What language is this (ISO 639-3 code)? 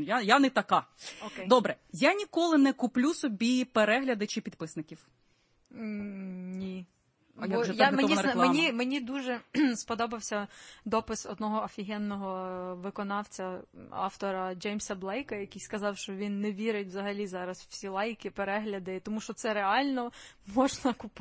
ukr